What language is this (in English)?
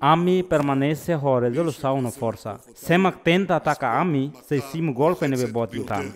Tetum